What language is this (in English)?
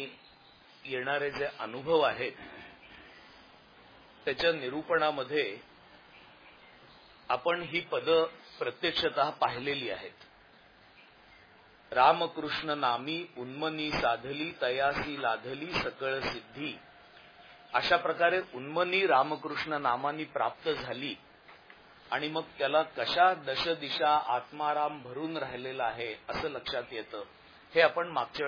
Marathi